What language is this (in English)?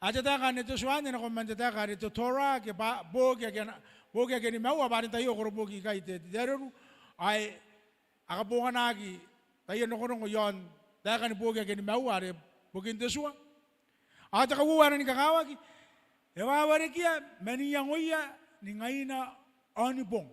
Gilbertese